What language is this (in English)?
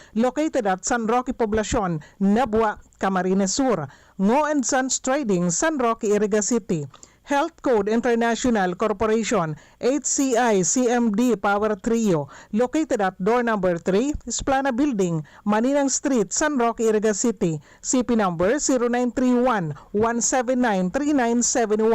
Bikol